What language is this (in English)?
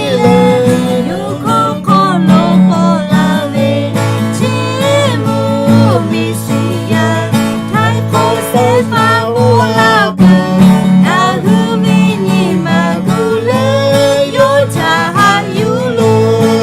Lahu